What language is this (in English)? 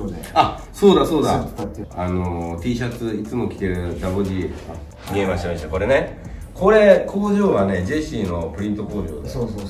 Japanese